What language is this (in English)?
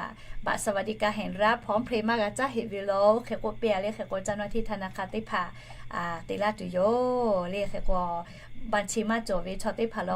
Lahu